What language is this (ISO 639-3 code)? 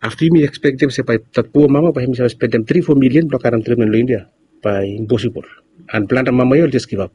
bis